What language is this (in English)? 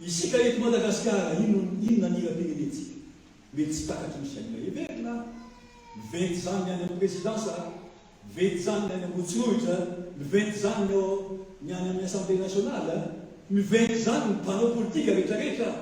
Malagasy